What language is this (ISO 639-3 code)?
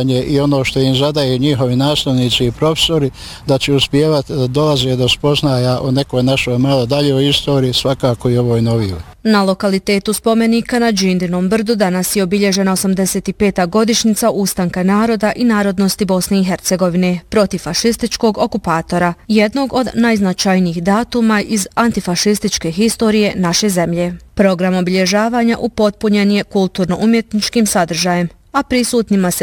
bos